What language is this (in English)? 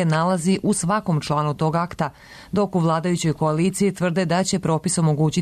Serbian